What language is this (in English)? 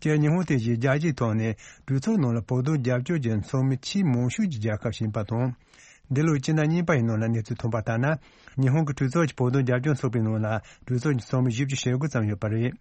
Tibetan